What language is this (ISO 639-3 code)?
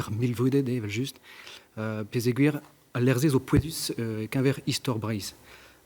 bre